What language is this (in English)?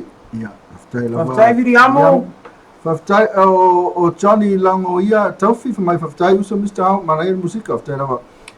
Samoan